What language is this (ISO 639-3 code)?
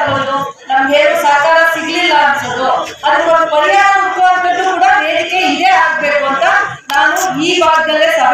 kan